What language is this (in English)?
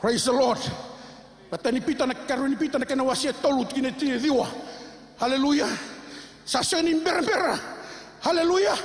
Fijian